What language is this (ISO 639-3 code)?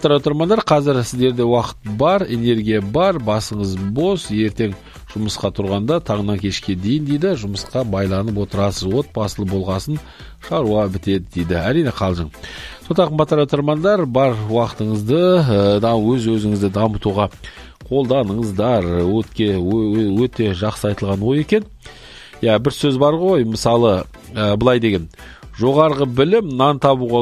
kaz